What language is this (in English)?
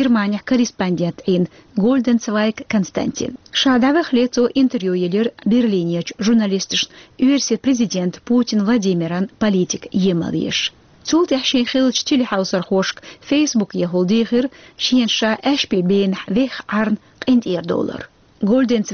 Chechen